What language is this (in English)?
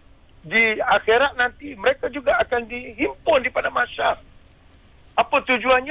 Malay